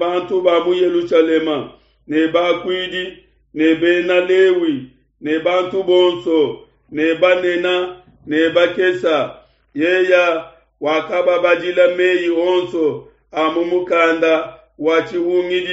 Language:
Luba-Lulua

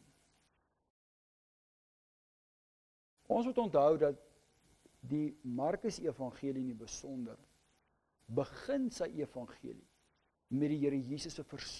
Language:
Afrikaans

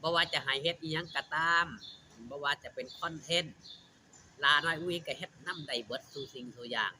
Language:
Northeastern Thai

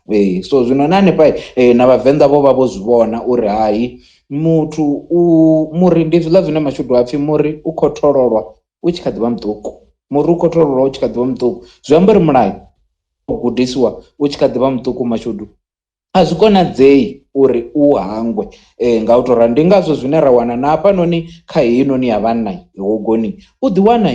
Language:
Venda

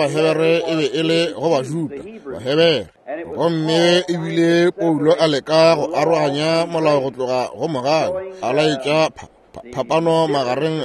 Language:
Northern Sotho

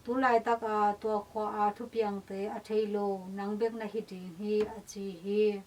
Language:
Tedim Chin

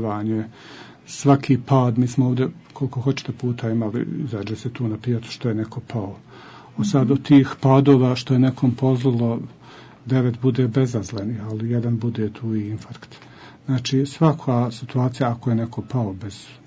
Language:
Bosnian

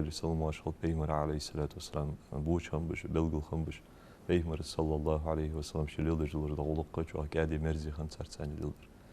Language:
Ingush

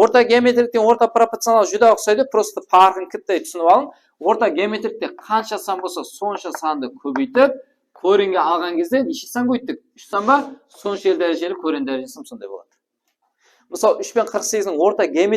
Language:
Kara-Kalpak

